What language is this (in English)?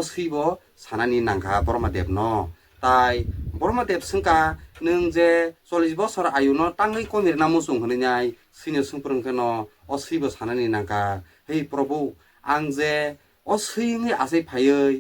Kok Borok